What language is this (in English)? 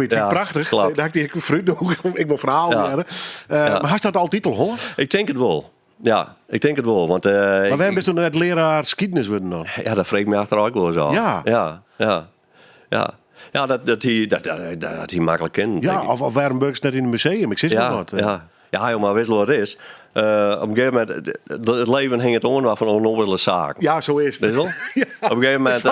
Western Frisian